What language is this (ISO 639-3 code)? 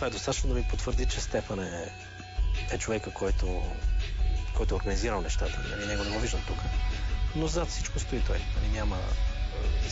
bul